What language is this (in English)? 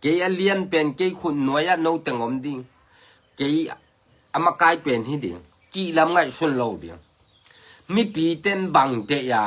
Tedim Chin